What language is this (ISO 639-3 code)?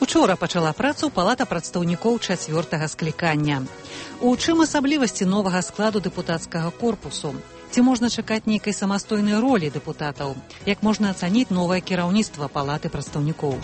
bel